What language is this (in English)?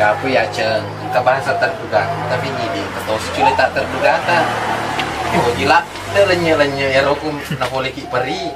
Buginese